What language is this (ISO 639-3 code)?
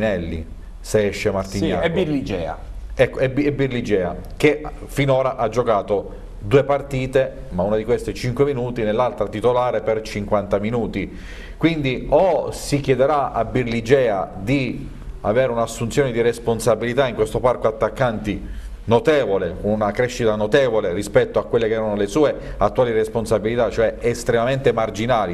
ita